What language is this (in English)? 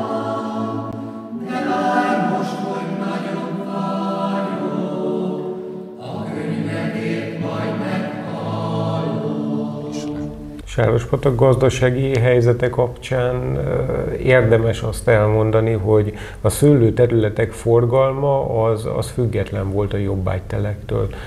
Hungarian